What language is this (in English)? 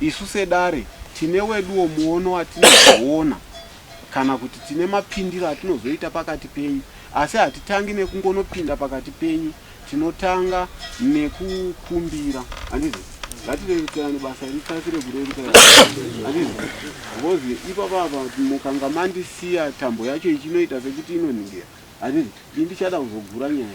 Shona